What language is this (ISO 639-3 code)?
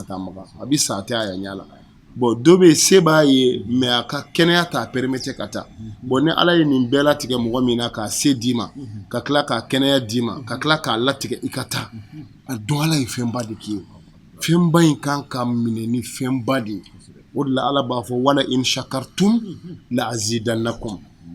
bam